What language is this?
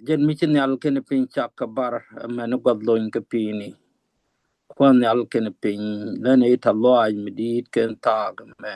Nuer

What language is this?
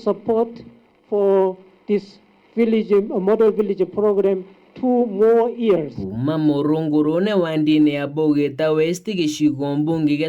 Meru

